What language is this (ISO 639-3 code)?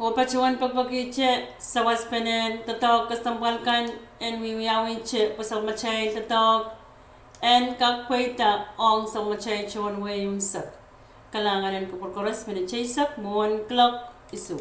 pon